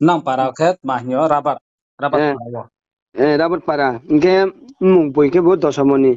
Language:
Riang (India)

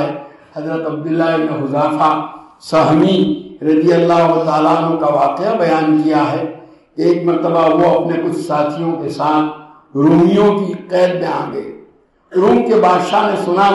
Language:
Urdu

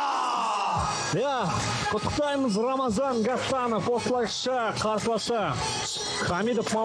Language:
Kazakh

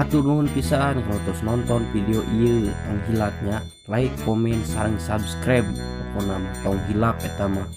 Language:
Sundanese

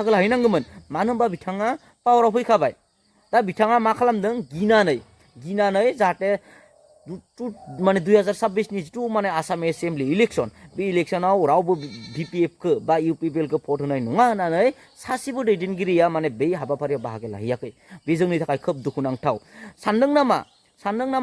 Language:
Bodo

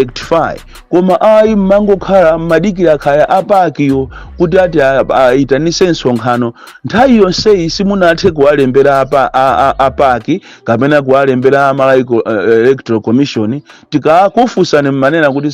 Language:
Nyanja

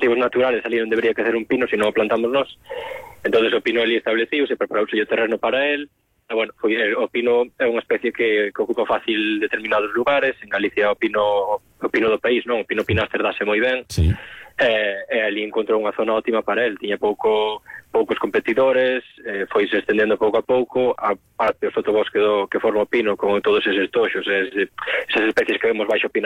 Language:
Galician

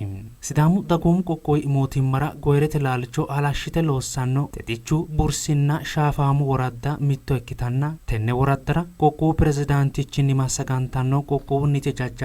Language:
Sidamo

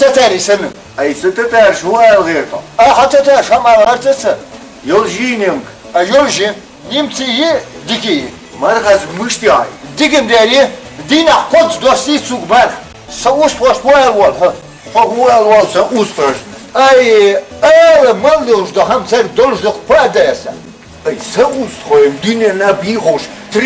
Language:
Chechen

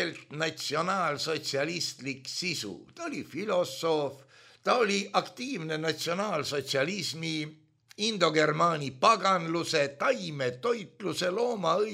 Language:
Estonian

